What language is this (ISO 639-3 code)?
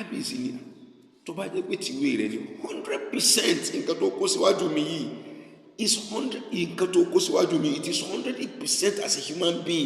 yor